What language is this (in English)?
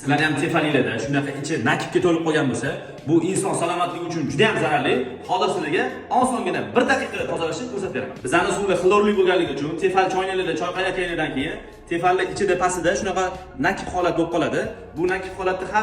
Uzbek